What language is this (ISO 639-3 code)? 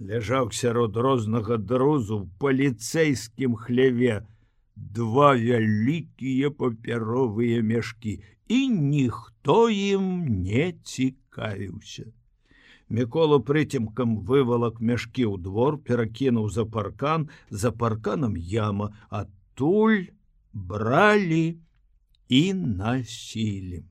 bel